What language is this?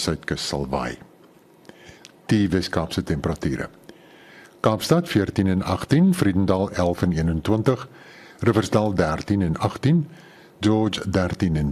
Afrikaans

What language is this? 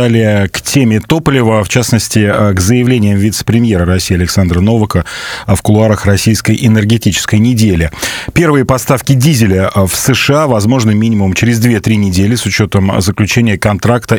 Russian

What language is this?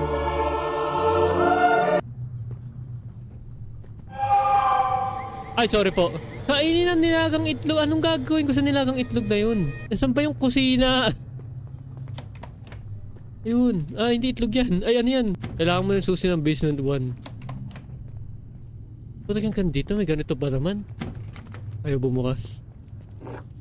Filipino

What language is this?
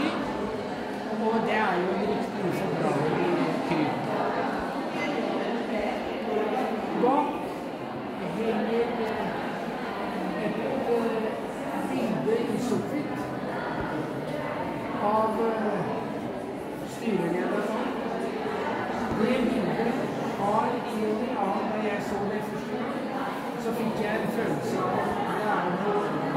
Norwegian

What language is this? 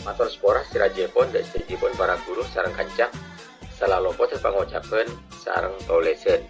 Madurese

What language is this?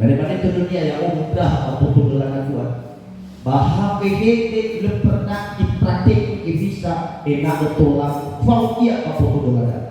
Nias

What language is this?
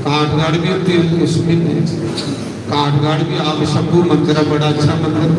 Dogri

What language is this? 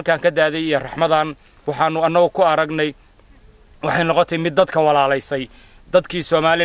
Somali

